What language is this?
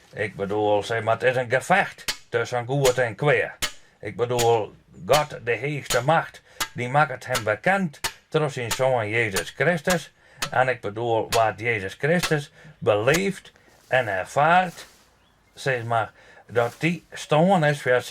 Western Frisian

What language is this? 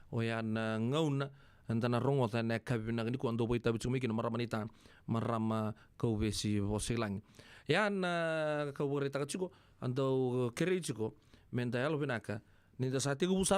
Fijian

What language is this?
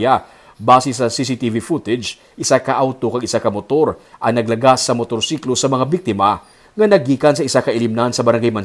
Hiligaynon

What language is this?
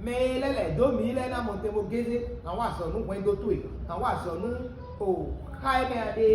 Fon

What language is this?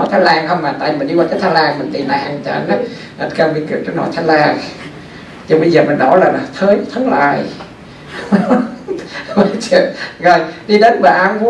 Vietnamese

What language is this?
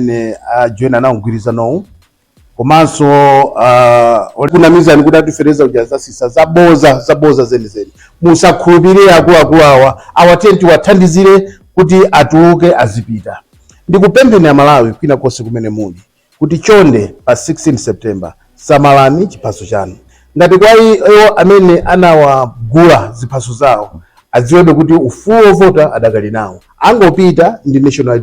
Nyanja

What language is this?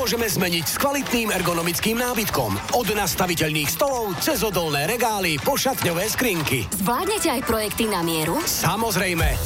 Slovak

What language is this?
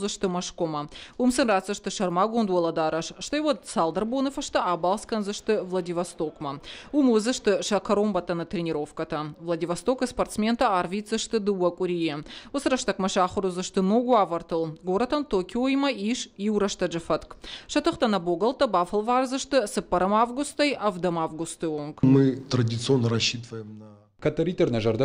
Ossetic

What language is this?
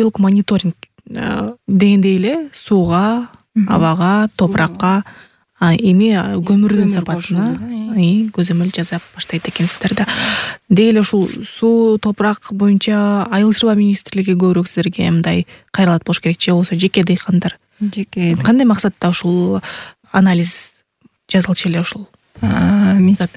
Kyrgyz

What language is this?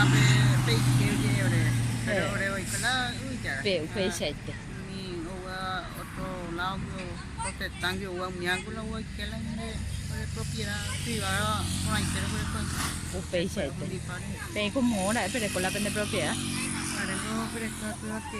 Guarani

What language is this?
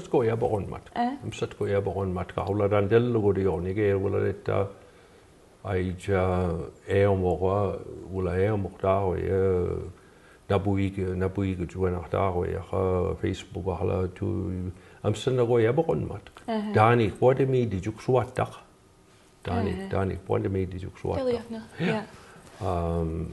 Mi'kmaw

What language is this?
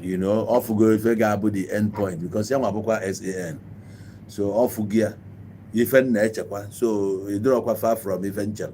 Igbo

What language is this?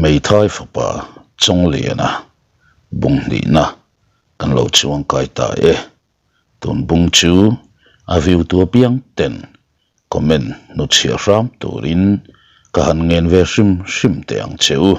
Mizo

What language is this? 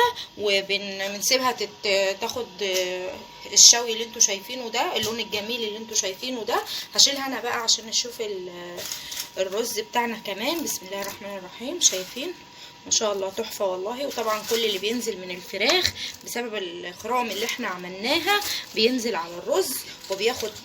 Egyptian Arabic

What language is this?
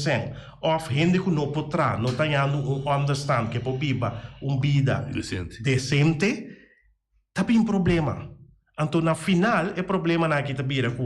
Papiamento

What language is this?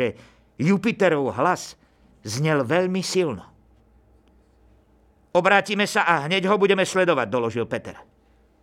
Slovak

